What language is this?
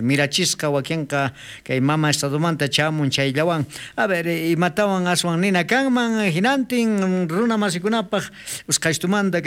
South Bolivian Quechua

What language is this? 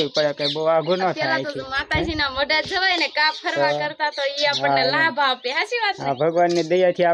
Gujarati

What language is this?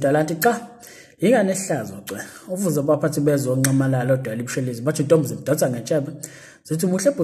Zulu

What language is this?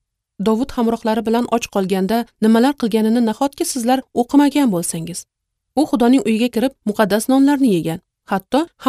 Uzbek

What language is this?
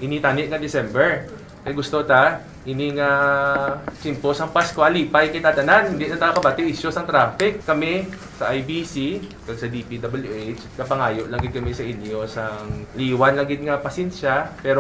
Hiligaynon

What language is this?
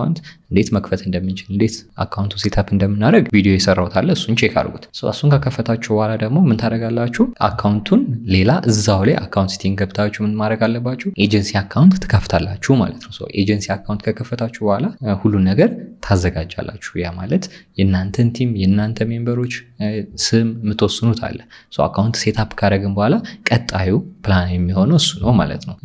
Amharic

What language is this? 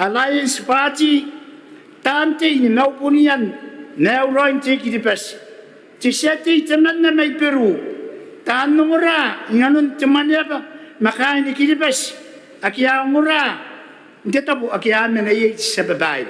Gilbertese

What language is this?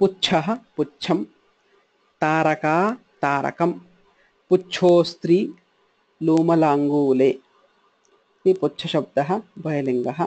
Sanskrit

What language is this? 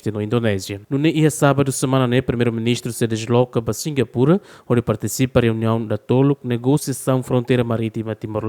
Tetum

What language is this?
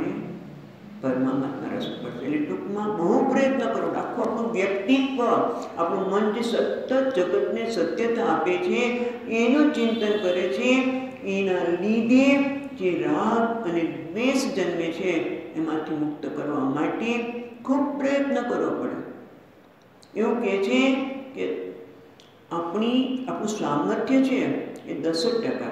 Gujarati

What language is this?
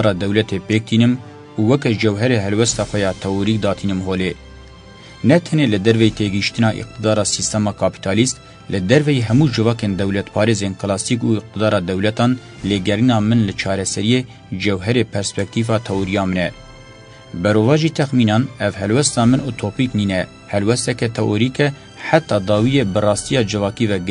Kurdish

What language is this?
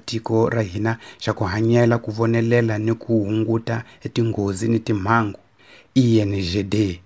Tsonga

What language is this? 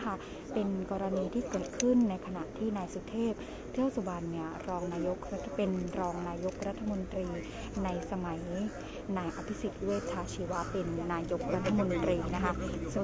Thai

